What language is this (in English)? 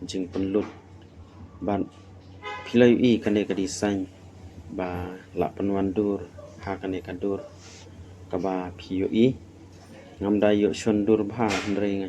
Khasi